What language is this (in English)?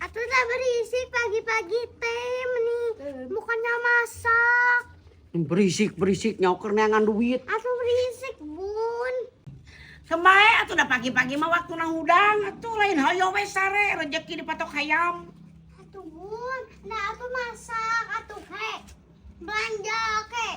Sundanese